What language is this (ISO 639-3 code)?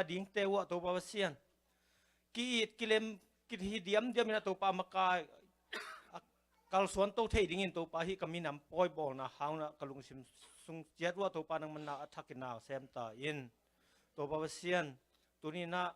ctd